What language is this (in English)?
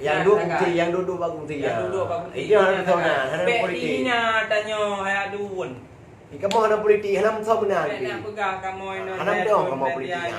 Achinese